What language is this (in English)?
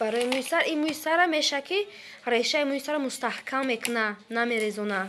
Tajik